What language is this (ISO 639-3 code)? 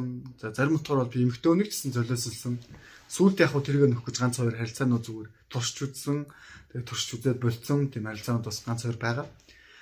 mon